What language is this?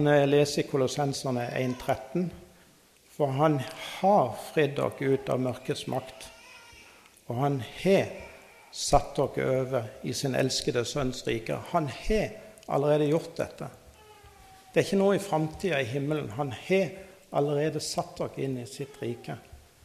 Norwegian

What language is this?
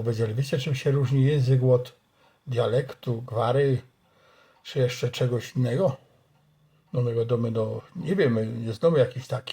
Silesian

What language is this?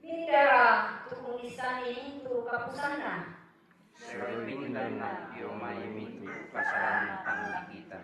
Toraja-Sa'dan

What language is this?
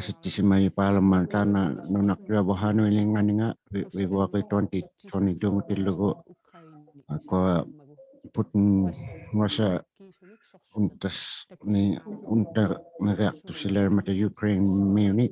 Inuktitut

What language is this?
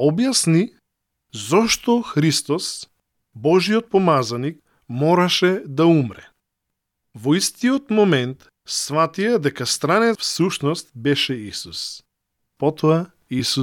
Macedonian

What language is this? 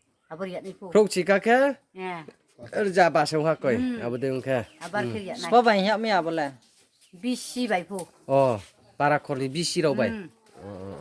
Riang (India)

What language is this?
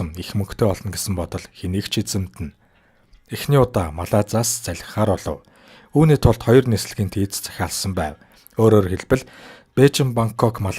Mongolian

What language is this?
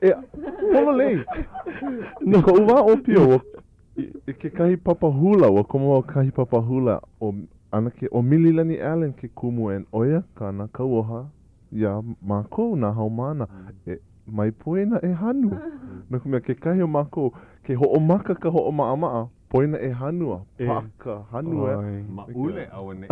Hawaiian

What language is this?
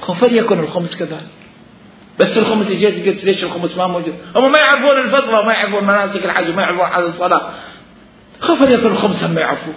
Mesopotamian Arabic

